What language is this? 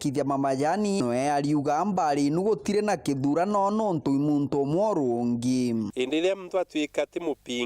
Meru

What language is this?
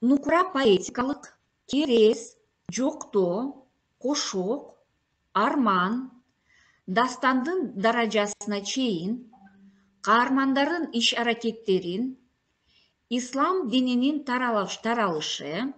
Kyrgyz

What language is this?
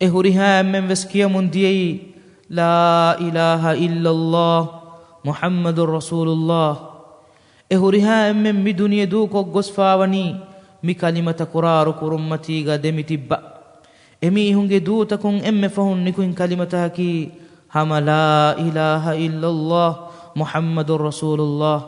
Divehi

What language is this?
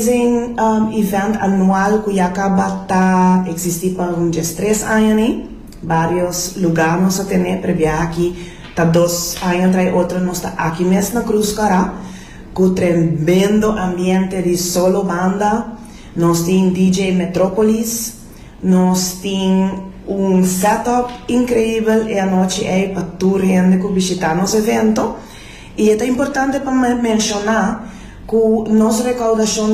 Papiamento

